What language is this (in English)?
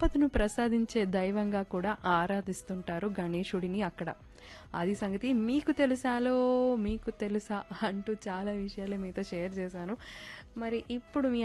Telugu